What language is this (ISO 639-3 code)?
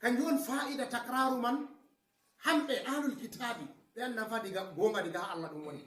ful